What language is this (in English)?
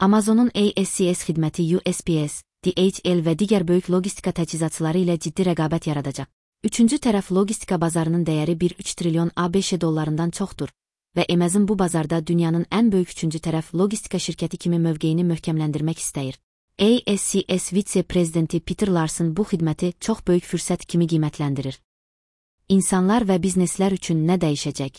Azerbaijani